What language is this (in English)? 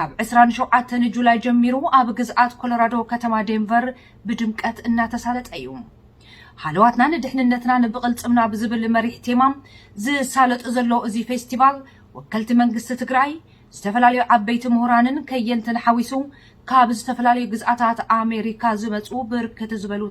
Tigrinya